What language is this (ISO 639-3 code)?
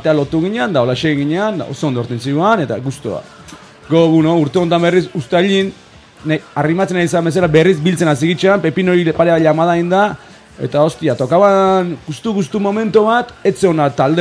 eus